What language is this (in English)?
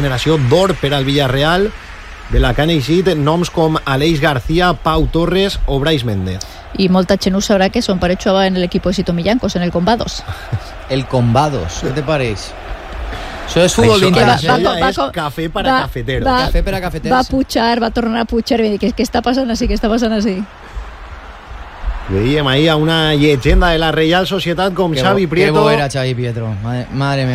Catalan